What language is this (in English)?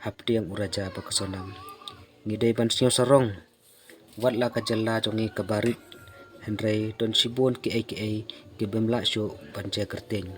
Khasi